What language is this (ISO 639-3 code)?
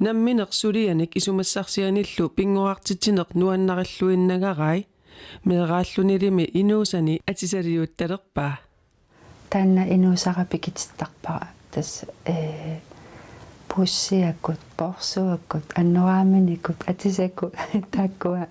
kal